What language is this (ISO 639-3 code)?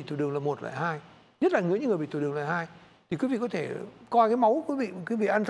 vie